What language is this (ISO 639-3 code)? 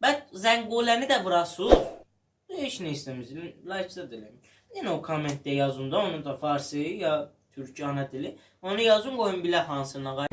azb